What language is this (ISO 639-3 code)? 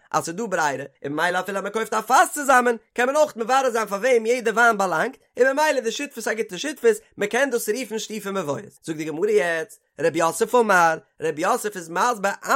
yid